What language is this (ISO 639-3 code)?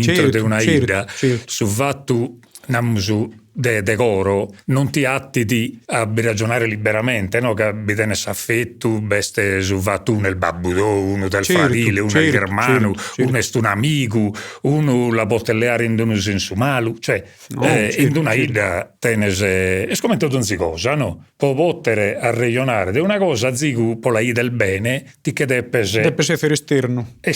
srd